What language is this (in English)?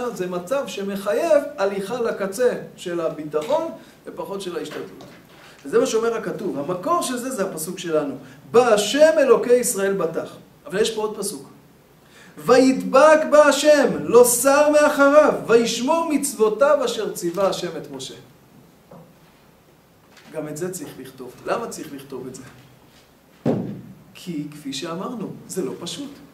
Hebrew